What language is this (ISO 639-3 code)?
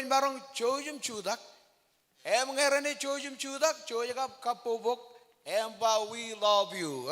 mah